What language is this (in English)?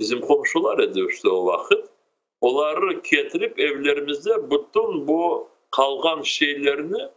Crimean Tatar